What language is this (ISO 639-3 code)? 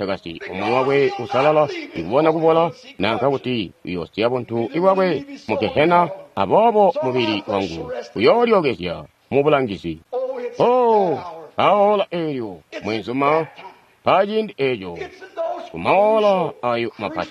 toi